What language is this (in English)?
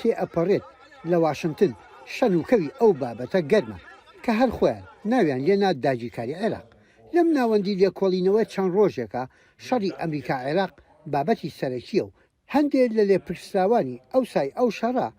Central Kurdish